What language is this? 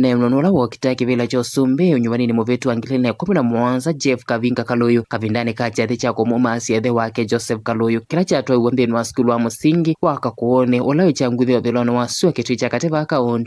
Kamba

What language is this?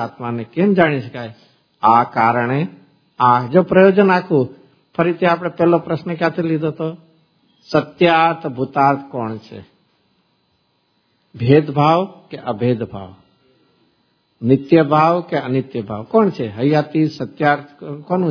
Gujarati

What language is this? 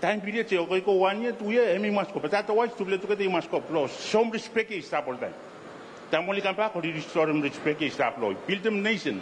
Bislama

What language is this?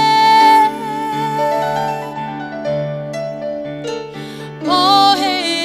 Kinyarwanda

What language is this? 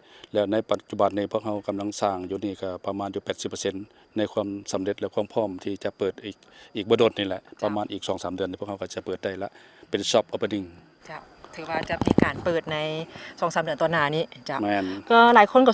Lao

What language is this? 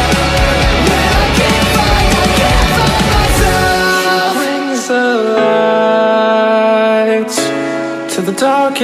English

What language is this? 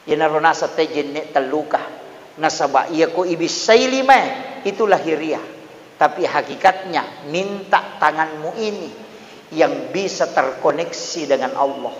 Buginese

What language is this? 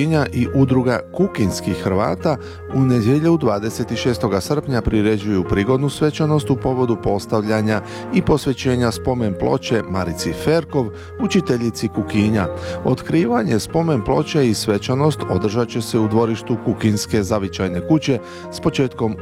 Croatian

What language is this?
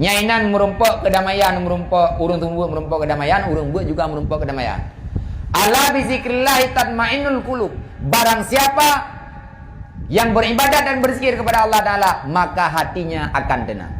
Achinese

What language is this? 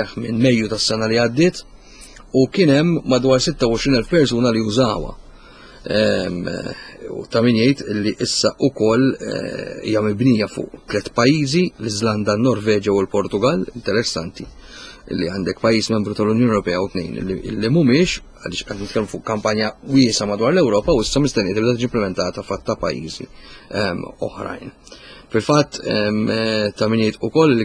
Maltese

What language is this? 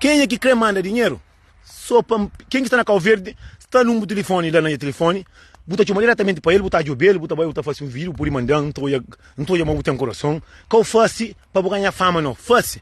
Kabuverdianu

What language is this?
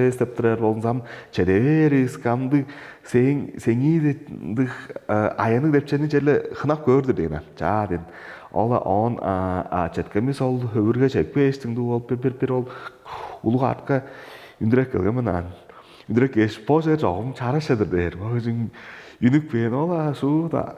Tuvinian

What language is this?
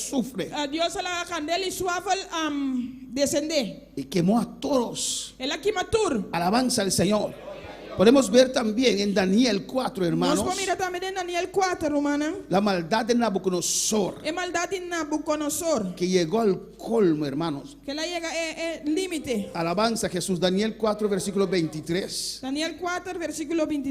Papiamento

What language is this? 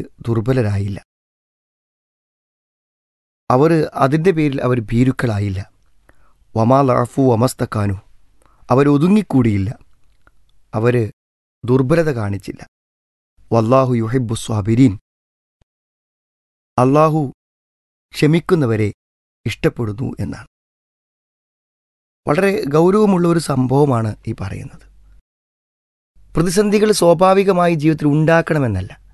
Malayalam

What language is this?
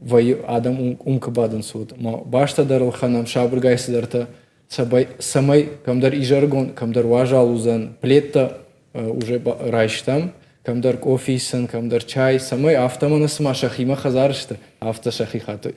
Ossetic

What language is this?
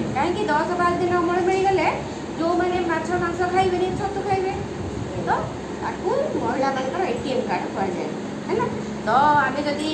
Odia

